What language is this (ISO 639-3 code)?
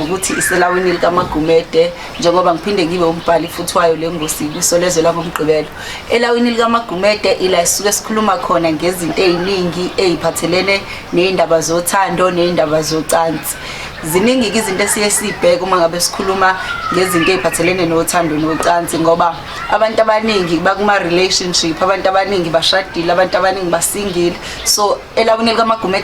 zul